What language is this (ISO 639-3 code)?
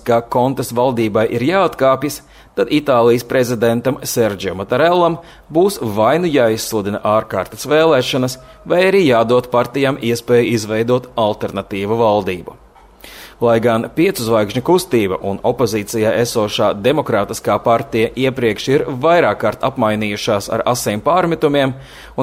lav